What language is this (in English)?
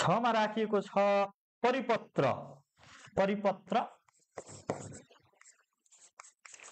Nepali